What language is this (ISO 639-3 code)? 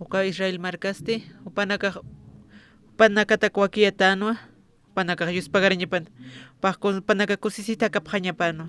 aym